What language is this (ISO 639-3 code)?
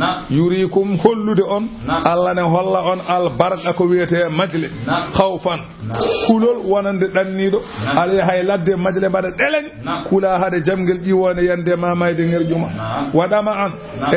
ful